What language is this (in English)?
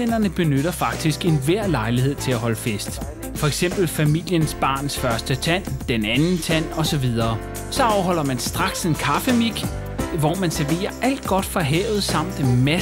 Danish